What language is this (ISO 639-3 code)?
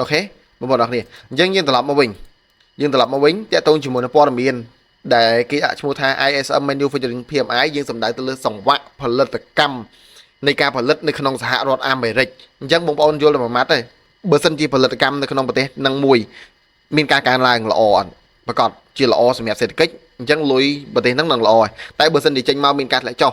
khm